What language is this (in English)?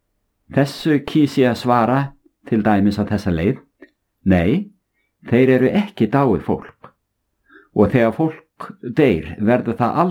Icelandic